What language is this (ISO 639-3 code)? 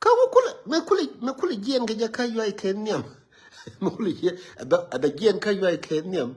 nus